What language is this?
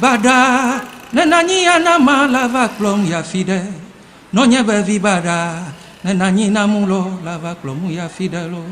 Ewe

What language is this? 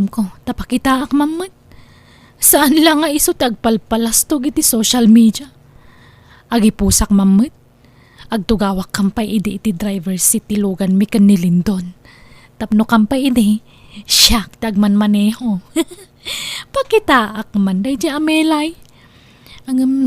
Iloko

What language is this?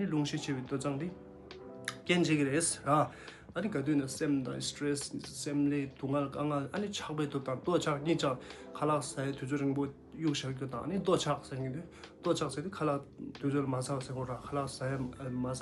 Tibetan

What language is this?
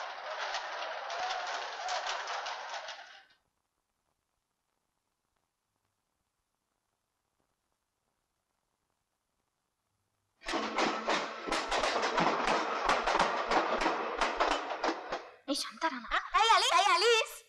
Marathi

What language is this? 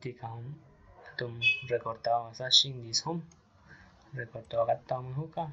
Aguaruna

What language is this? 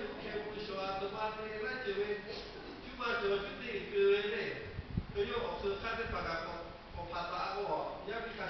Lahu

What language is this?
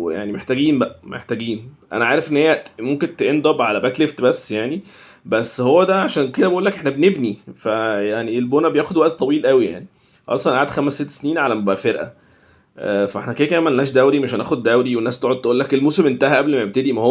Egyptian Arabic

